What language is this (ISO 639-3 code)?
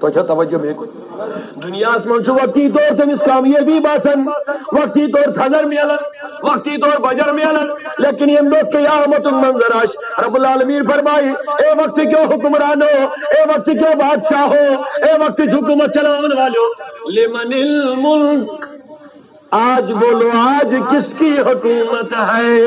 kas